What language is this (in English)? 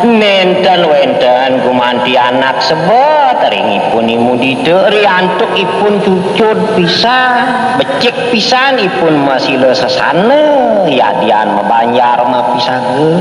Balinese